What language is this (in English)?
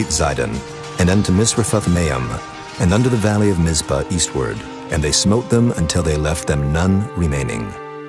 English